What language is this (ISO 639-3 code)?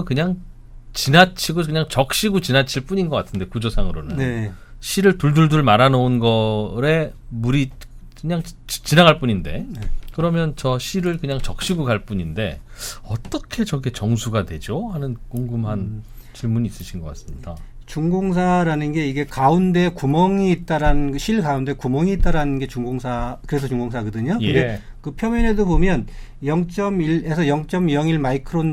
kor